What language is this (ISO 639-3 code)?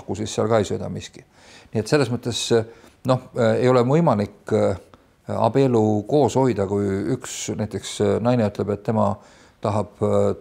est